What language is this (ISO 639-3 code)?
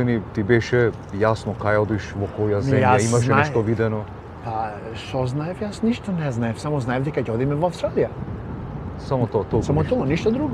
mkd